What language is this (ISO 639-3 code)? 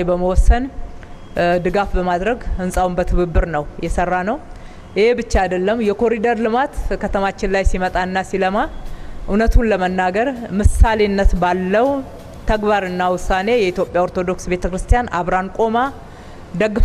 amh